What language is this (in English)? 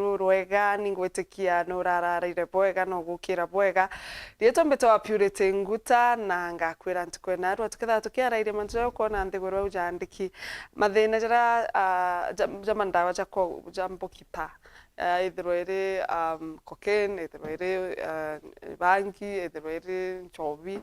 Meru